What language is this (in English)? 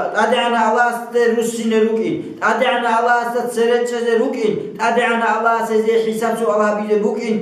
Avaric